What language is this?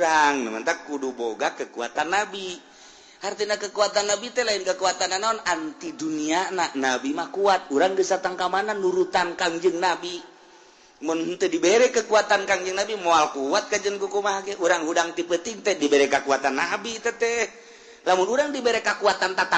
Sundanese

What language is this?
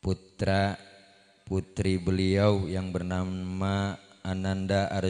Betawi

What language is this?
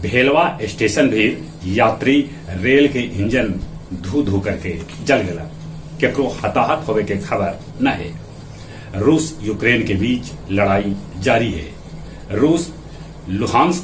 Magahi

